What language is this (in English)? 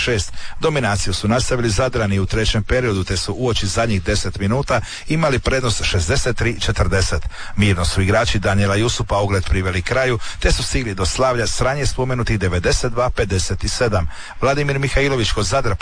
Croatian